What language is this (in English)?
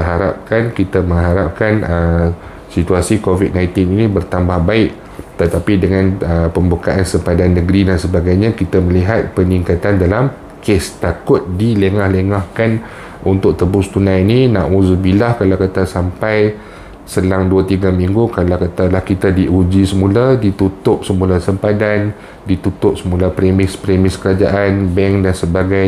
Malay